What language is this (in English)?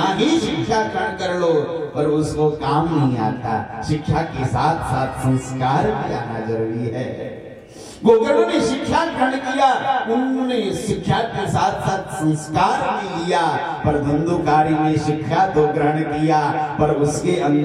Hindi